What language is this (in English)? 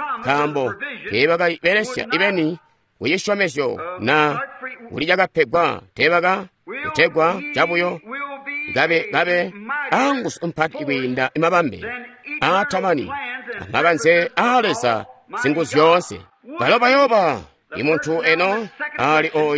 Tonga (Zambia)